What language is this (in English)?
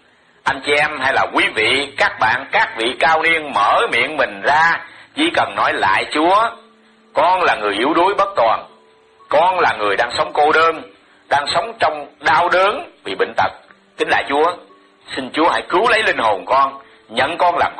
Vietnamese